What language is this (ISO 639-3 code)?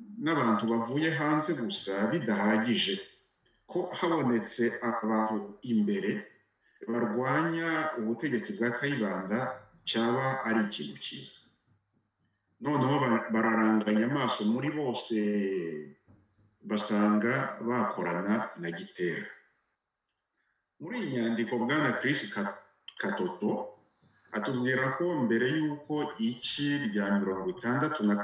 kin